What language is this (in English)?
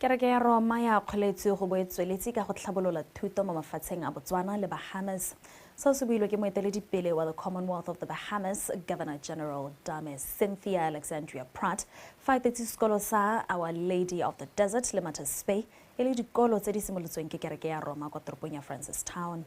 Tswana